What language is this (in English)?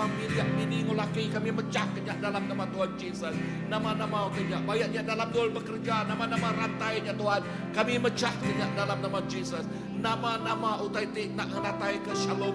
Iban